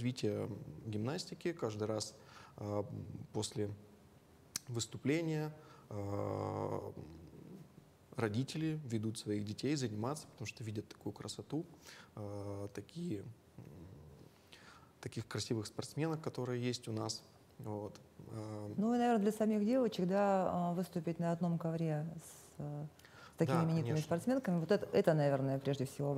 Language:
Russian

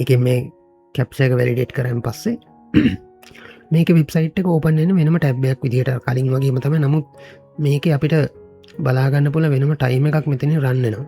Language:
Sinhala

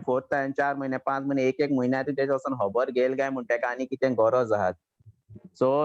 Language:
Konkani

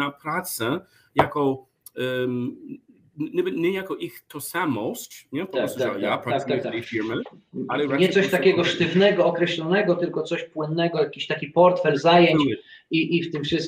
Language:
Polish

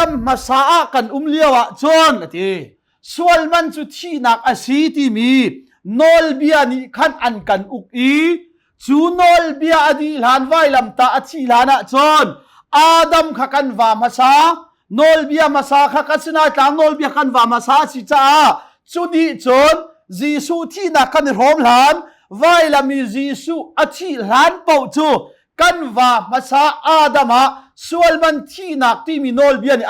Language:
Hakha Chin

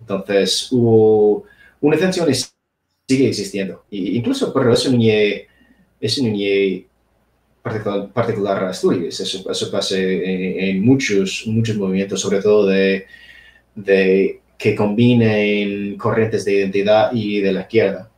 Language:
Asturian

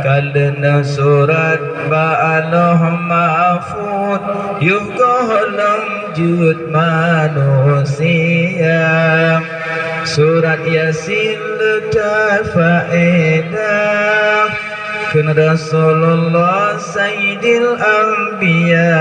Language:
Achinese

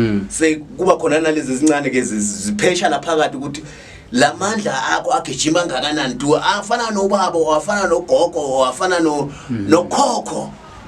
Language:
Zulu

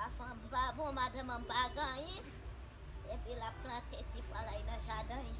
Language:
Haitian Creole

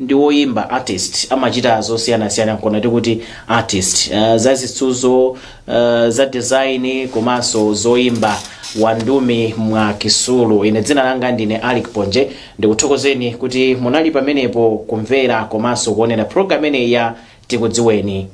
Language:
Nyanja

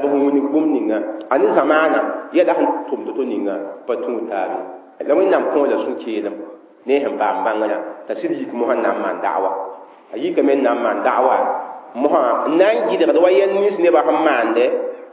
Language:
Mossi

